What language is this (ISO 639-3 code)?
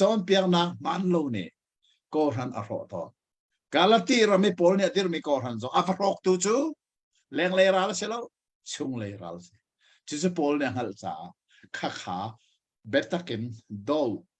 cnh